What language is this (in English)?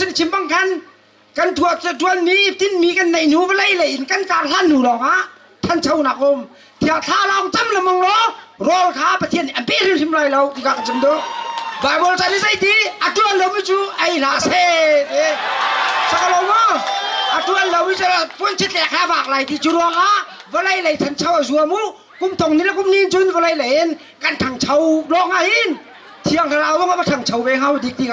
Hakha Chin